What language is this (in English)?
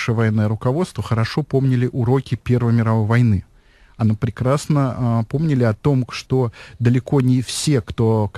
Russian